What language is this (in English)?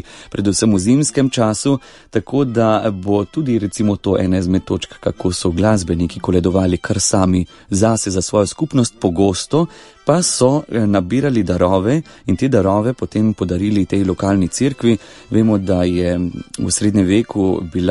Slovenian